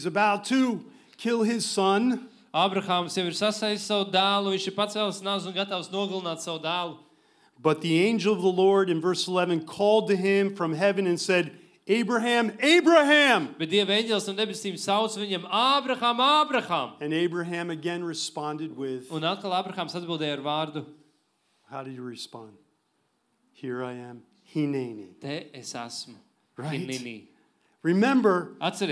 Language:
Latvian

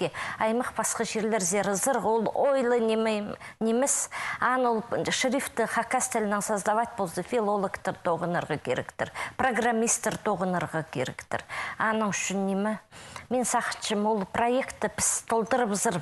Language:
Khakas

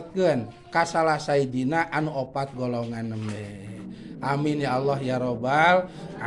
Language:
Sundanese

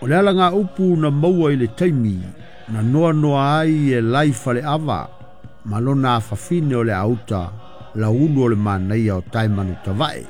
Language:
Samoan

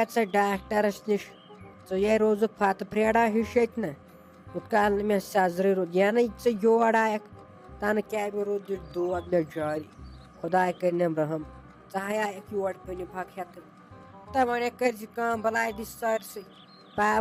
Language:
Kashmiri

